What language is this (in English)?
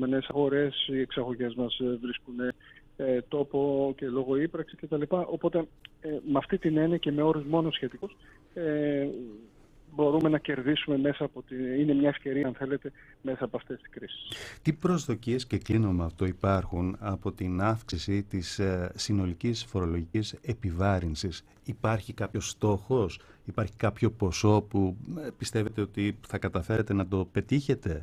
Greek